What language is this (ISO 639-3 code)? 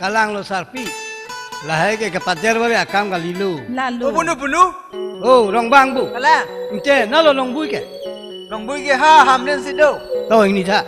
mjw